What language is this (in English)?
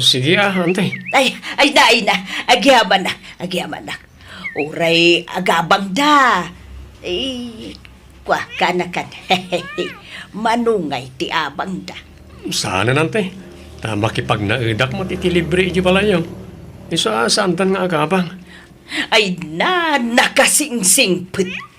Iloko